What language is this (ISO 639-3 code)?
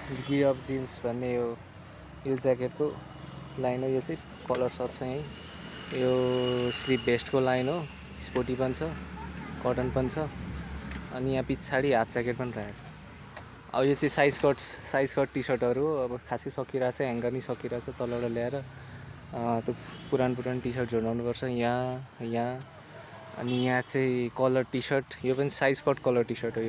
nep